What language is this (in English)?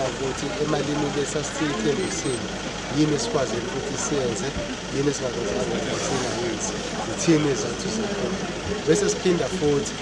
Zulu